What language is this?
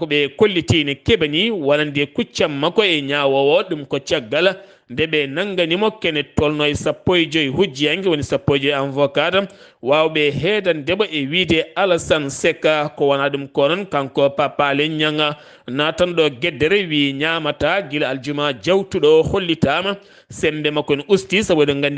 Fula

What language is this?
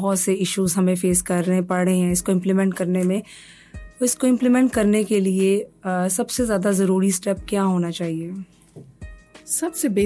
Urdu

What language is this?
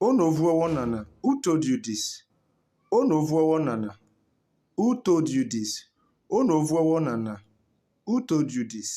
Urhobo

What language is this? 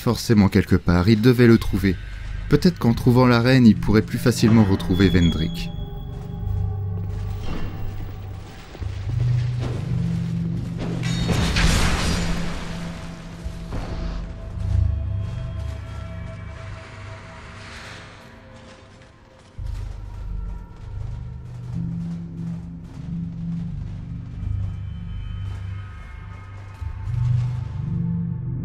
French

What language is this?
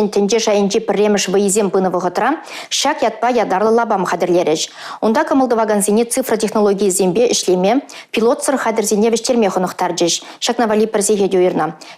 Chuvash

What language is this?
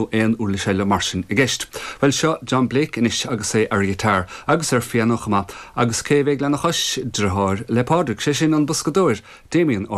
Irish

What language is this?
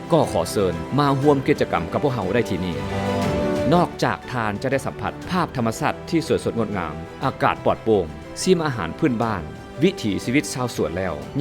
Lao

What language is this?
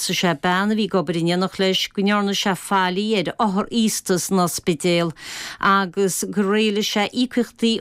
Irish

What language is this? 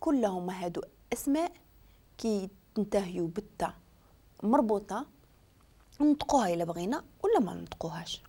Moroccan Arabic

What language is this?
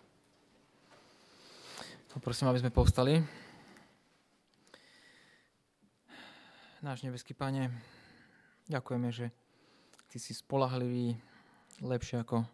Slovak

